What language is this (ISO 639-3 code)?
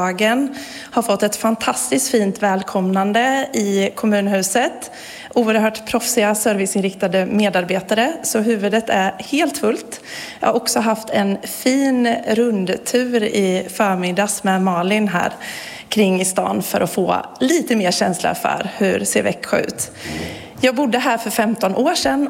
swe